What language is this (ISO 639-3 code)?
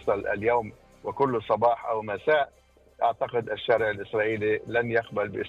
apc